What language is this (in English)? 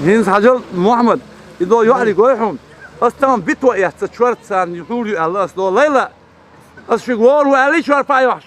Chechen